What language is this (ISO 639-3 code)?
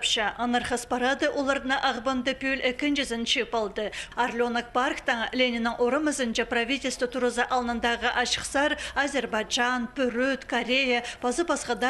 kjh